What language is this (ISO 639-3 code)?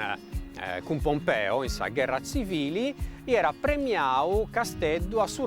srd